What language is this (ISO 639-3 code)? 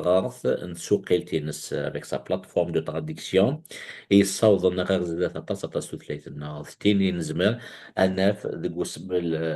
kab